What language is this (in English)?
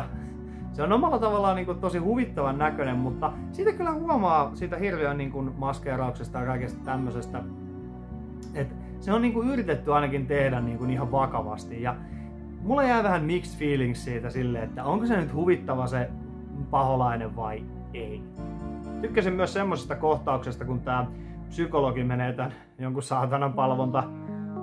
Finnish